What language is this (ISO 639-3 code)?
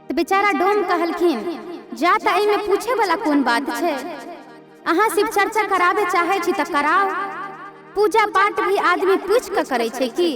mai